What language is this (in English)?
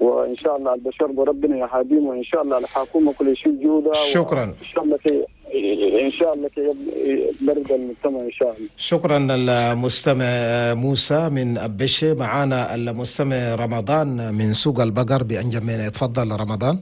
Chadian Arabic